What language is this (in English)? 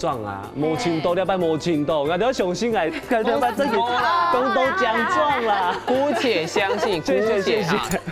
Hakka Chinese